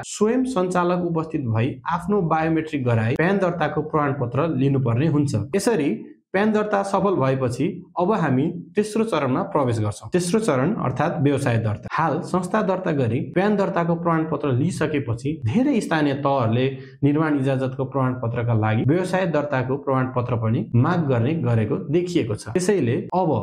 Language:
Nepali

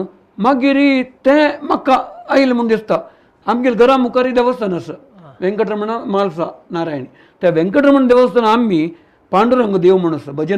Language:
Konkani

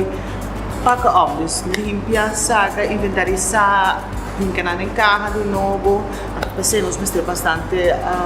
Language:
Papiamento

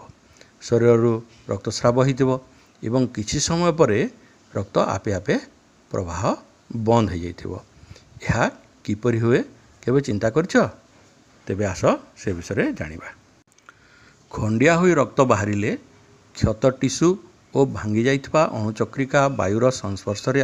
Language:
Odia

